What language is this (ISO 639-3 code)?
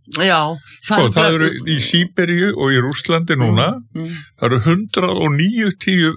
isl